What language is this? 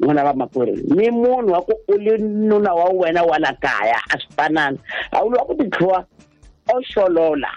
Tsonga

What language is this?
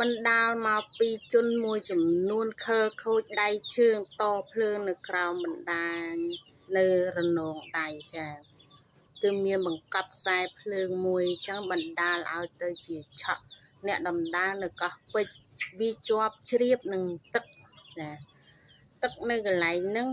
Khmer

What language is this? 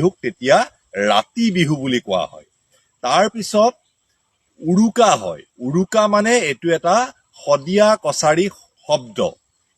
Assamese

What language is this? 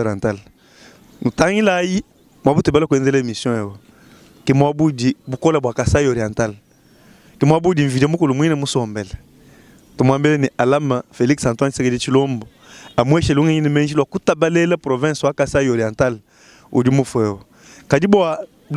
Luba-Lulua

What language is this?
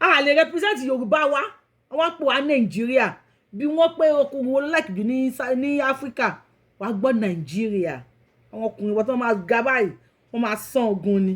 Yoruba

